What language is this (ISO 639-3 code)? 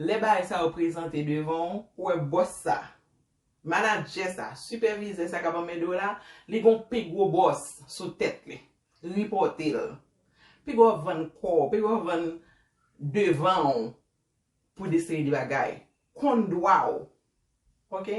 hat